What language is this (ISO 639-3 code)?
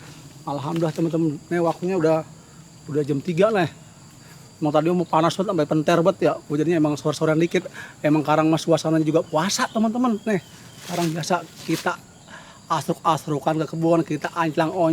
bew